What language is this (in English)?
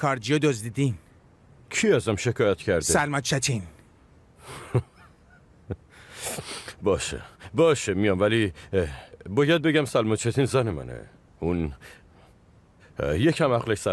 Persian